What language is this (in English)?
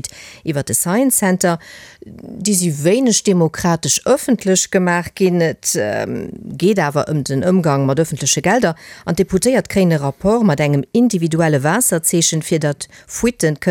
Luxembourgish